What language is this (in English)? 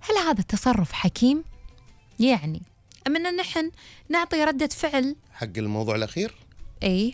Gulf Arabic